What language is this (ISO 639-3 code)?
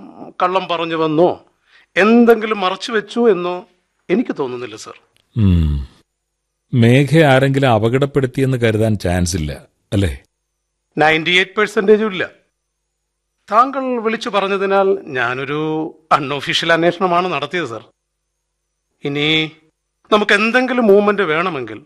mal